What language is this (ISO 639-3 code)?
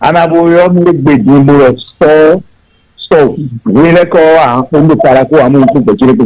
fon